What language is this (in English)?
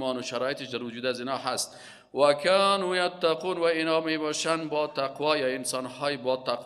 Persian